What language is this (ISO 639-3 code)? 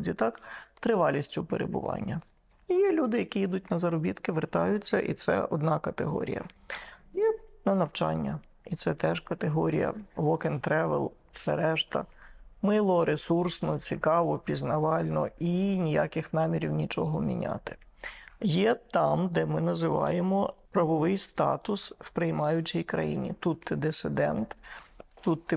ukr